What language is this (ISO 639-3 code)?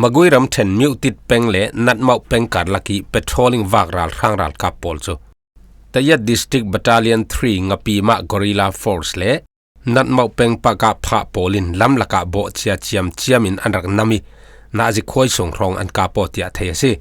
cfm